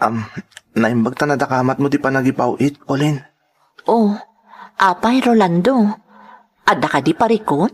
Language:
Iloko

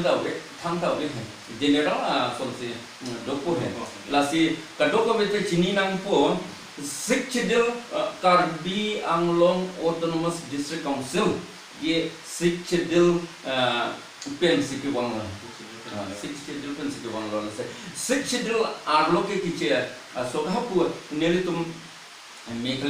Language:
Karbi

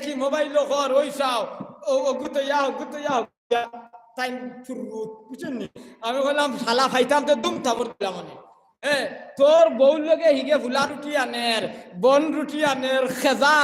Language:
Sylheti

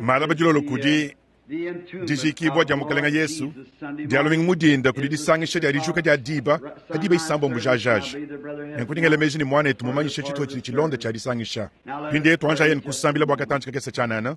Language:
Luba-Lulua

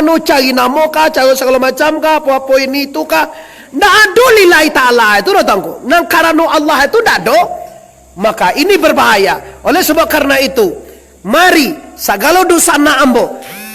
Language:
Minangkabau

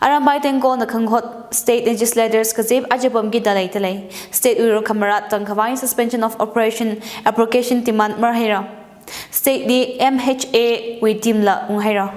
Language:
Tangkhul Naga (India)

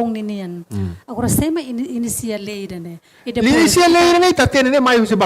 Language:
Tetum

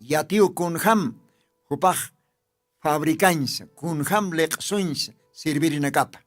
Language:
Aymara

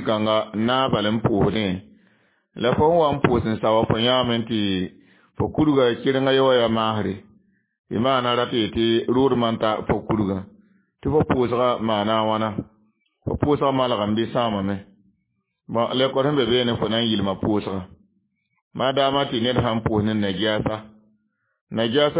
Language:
Mossi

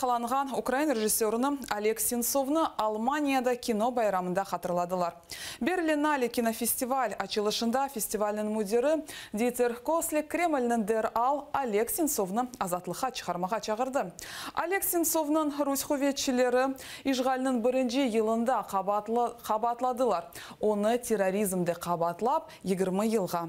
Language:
Crimean Tatar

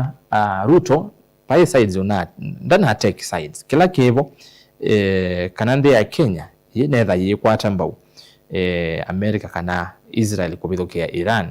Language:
Kamba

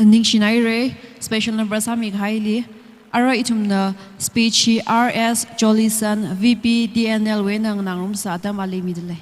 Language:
Tangkhul Naga (India)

